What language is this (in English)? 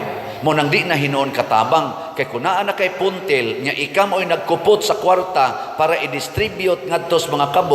Cebuano